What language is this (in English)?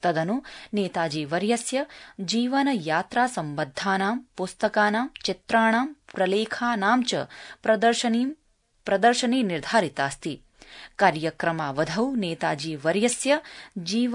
Sanskrit